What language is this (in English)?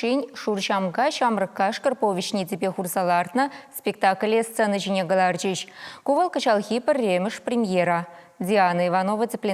Chuvash